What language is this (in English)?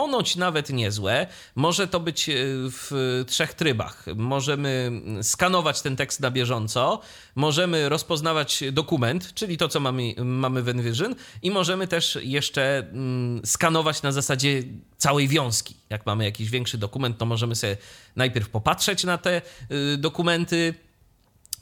Polish